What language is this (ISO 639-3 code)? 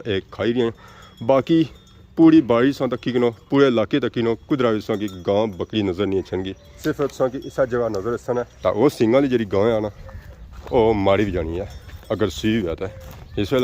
phr